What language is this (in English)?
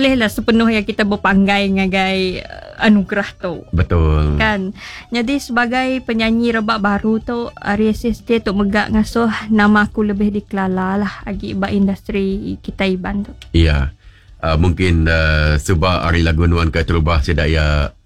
Iban